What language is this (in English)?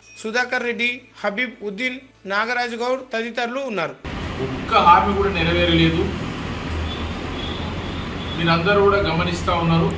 Telugu